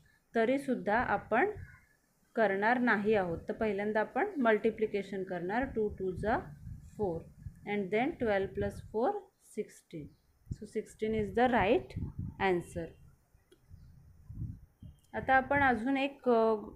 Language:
Marathi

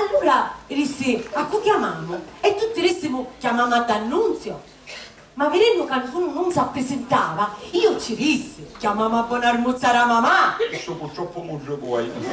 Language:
Sicilian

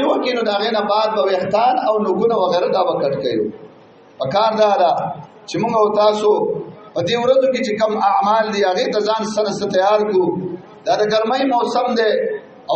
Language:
Pashto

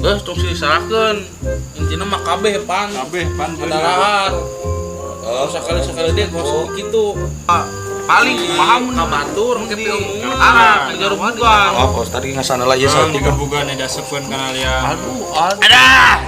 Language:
Sundanese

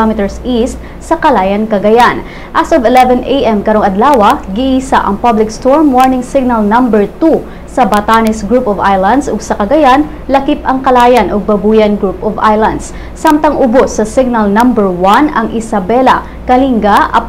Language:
Cebuano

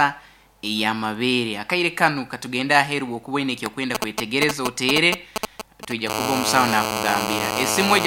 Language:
Nyoro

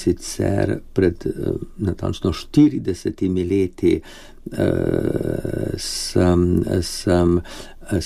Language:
Slovenian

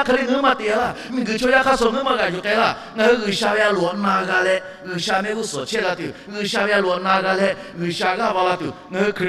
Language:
Lahu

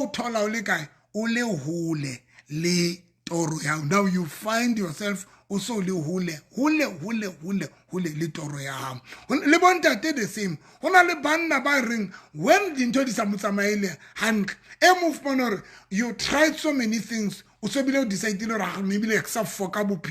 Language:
Southern Sotho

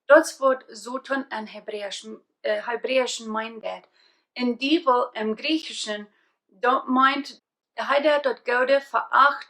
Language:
Plautdietsch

